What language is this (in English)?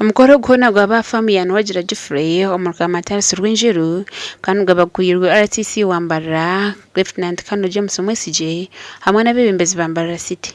Nyankole